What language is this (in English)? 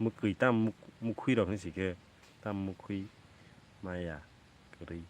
Kok Borok